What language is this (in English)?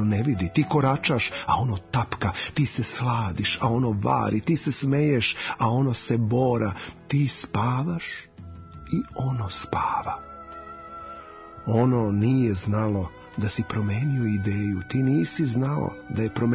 Serbian